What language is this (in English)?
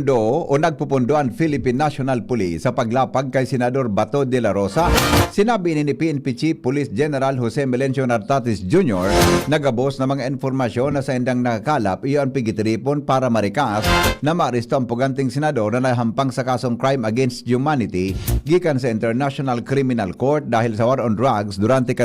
Bikol